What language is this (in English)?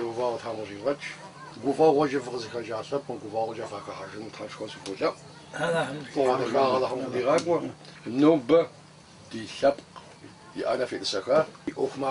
Kabardian